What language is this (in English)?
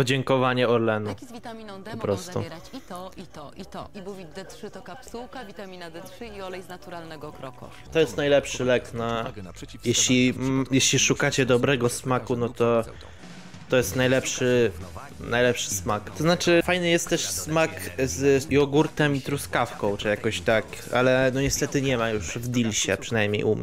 Polish